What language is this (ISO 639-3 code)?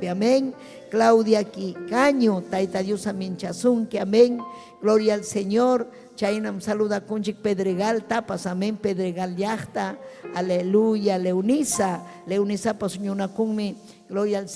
quy